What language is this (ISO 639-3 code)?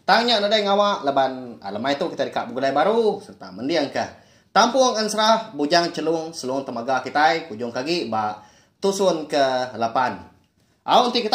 iba